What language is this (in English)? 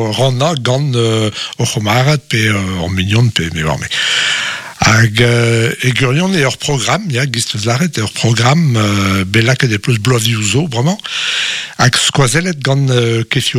Breton